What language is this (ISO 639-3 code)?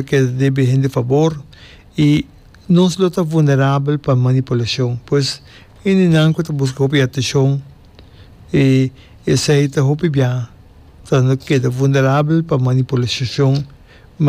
pap